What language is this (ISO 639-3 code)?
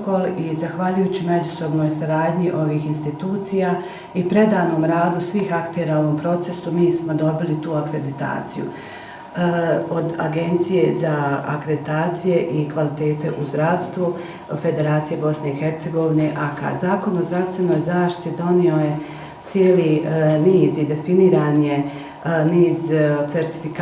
bos